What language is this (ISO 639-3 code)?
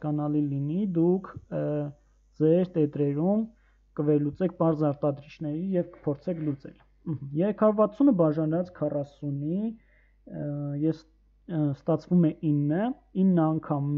hye